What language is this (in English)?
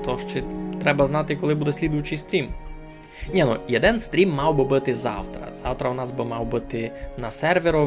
Rusyn